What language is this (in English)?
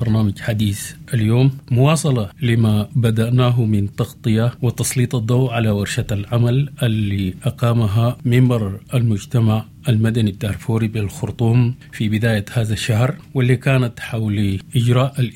Sudanese Arabic